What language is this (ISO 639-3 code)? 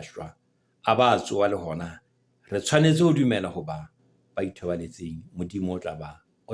sot